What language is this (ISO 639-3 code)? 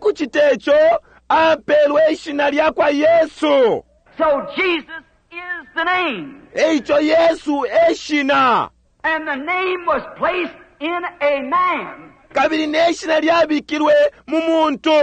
bem